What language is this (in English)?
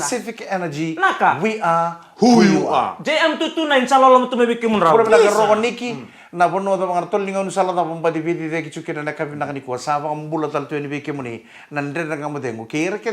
Fijian